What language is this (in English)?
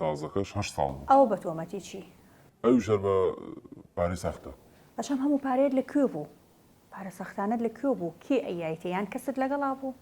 Central Kurdish